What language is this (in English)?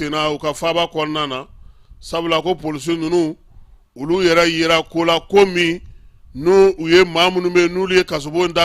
Bambara